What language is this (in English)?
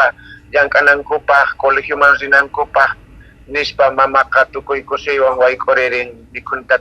Quechua